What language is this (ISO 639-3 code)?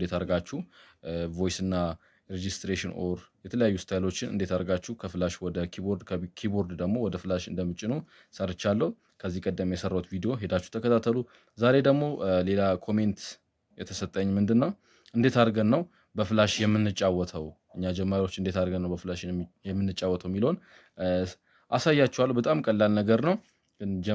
amh